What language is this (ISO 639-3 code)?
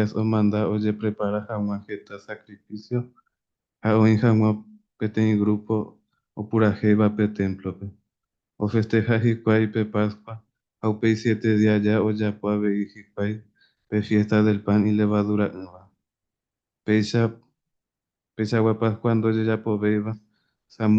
grn